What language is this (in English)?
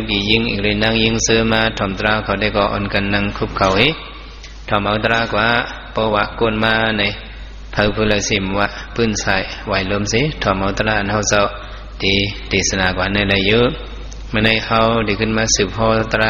Shan